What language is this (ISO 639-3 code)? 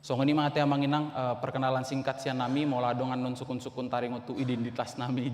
bbc